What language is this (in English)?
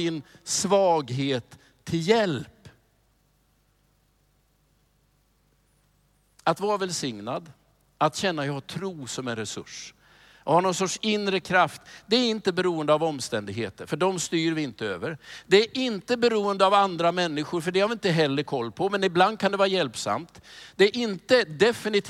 Swedish